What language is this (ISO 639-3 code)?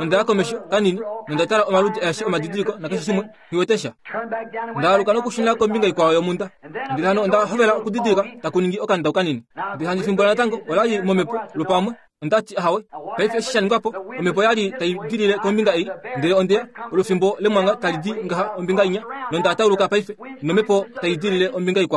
kua